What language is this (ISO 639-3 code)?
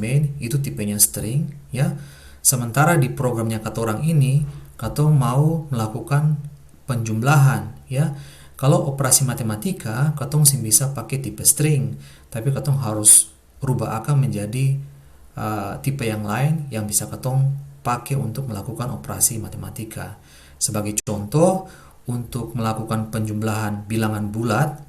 abs